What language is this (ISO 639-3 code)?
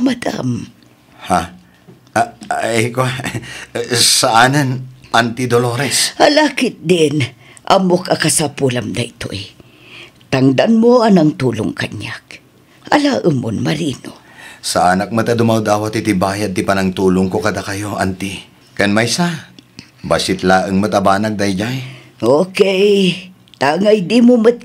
ilo